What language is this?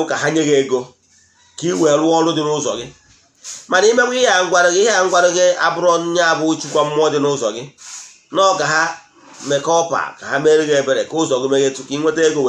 Igbo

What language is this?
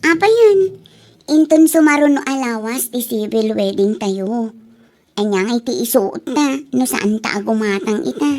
Iloko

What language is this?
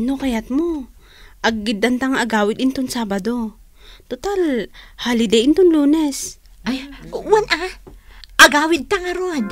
Iloko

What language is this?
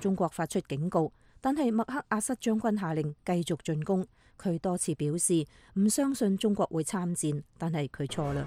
Cantonese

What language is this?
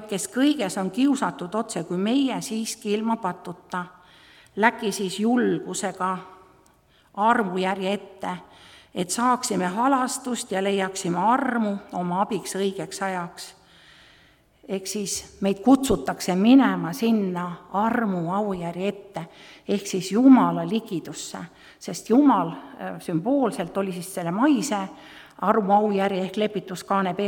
Estonian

